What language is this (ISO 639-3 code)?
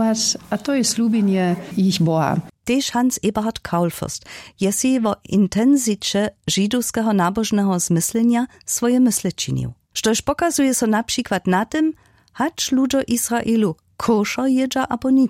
hsb